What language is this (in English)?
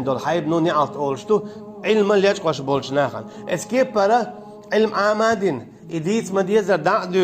Chechen